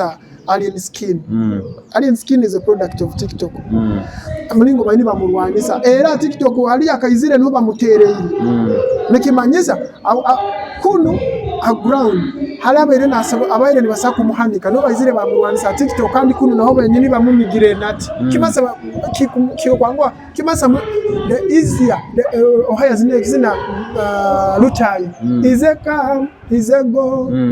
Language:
Nyoro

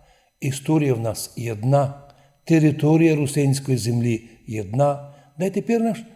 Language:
Rusyn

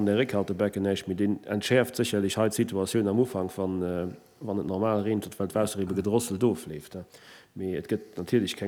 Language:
Luxembourgish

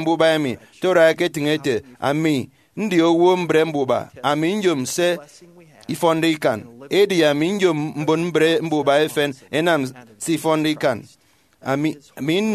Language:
Efik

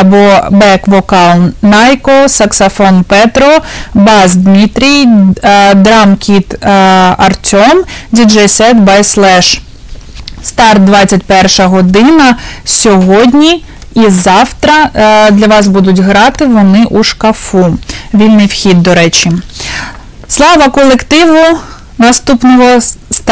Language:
Ukrainian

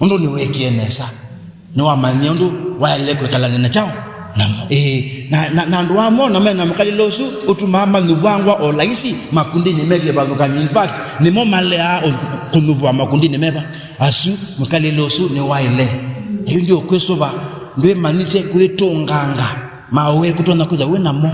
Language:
Kamba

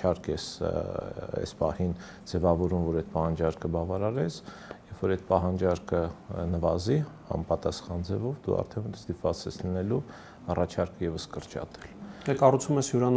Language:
Armenian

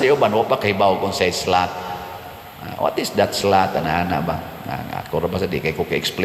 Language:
Cebuano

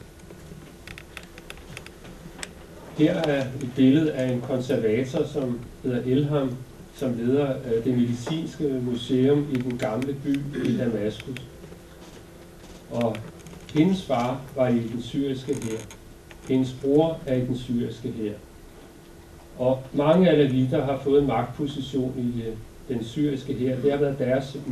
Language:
Danish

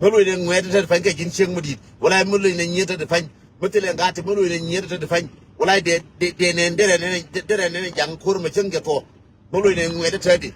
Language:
Nuer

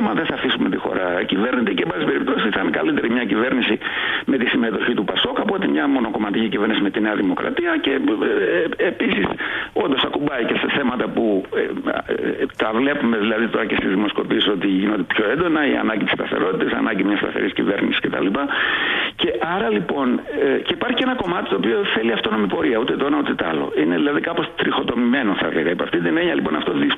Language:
Greek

